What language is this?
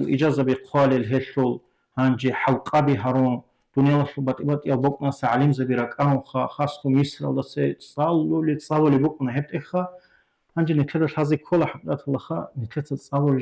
Avaric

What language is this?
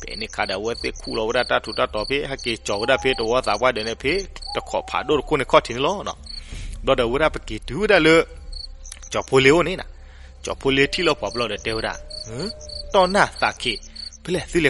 S'gaw Karen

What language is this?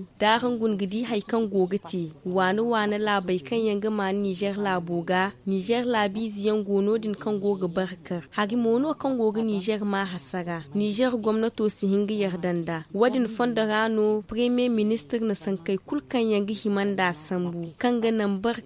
Zarma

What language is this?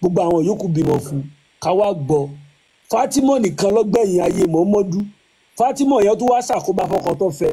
Yoruba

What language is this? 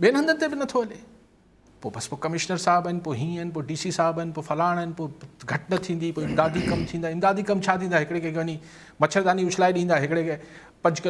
Sindhi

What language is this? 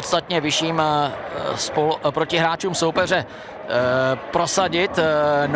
Czech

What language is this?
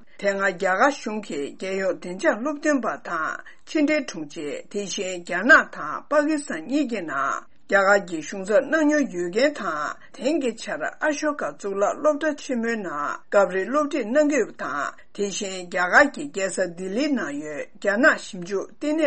Tibetan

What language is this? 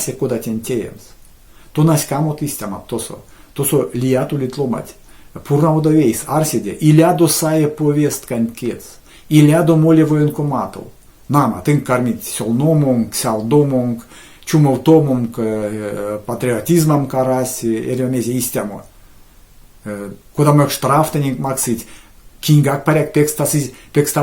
Erzya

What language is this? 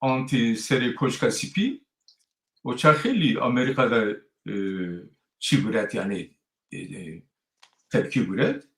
Zaza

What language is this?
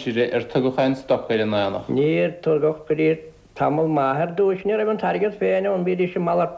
Irish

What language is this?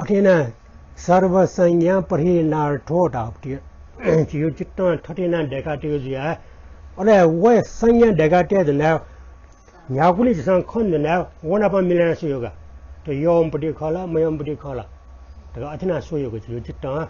Newari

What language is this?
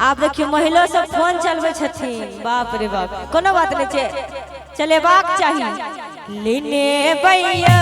Maithili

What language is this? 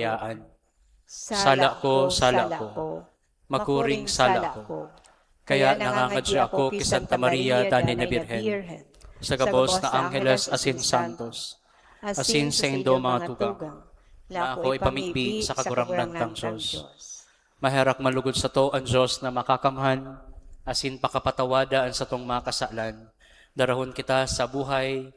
Bikol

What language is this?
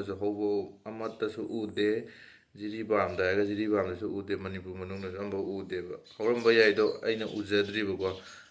Manipuri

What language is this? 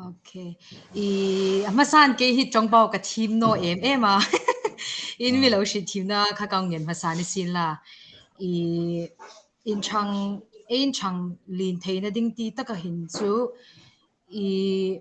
Hmar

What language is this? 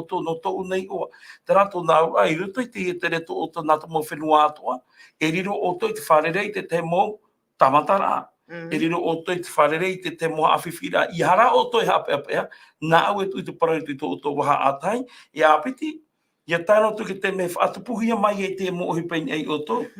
Tahitian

